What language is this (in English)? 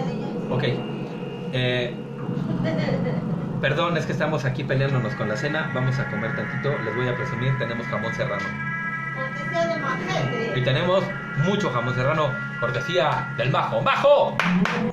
Spanish